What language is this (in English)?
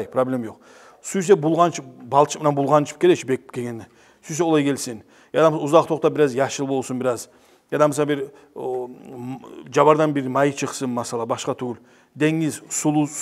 Kumyk